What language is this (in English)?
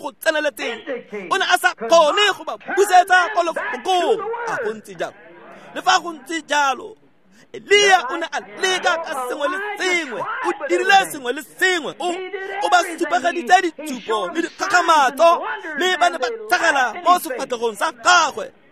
Tswana